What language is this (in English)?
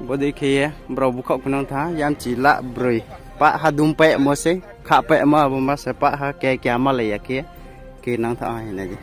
Riang (India)